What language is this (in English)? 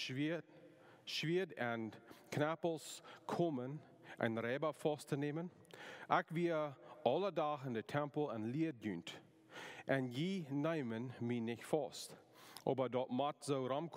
Plautdietsch